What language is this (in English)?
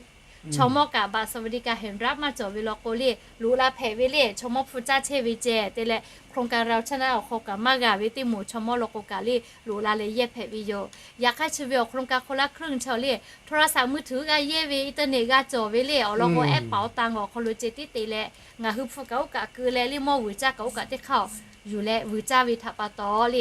Lahu